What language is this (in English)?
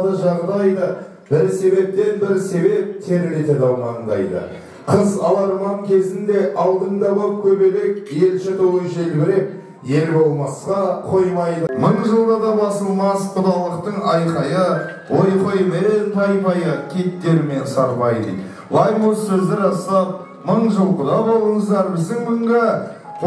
Kazakh